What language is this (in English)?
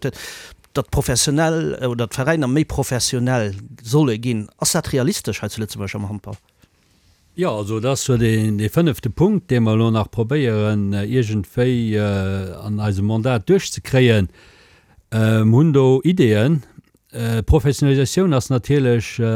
Luxembourgish